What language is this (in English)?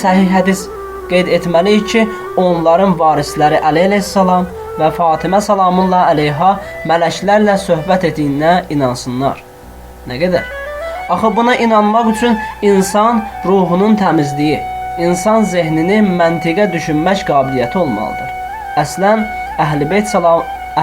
Azerbaijani